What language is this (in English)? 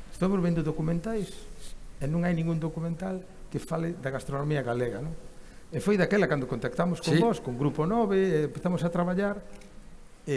Galician